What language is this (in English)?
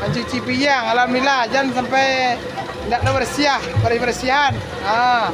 Minangkabau